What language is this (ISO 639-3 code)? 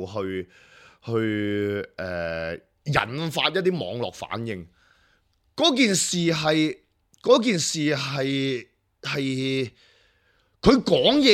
yue